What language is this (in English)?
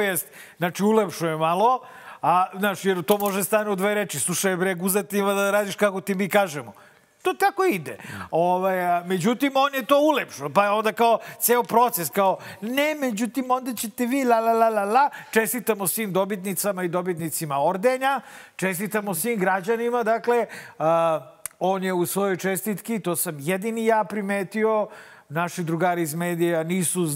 Serbian